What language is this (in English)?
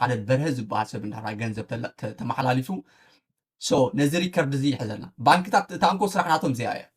Tigrinya